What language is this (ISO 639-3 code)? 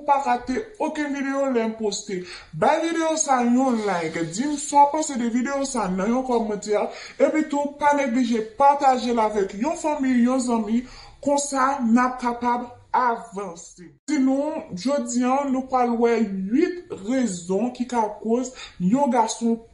hat